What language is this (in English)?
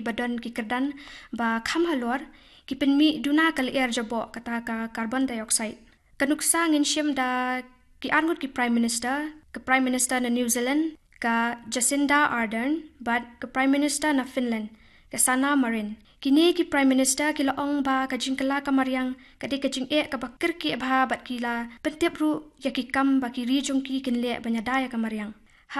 Khasi